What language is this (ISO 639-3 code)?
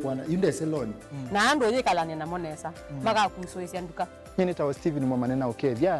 kam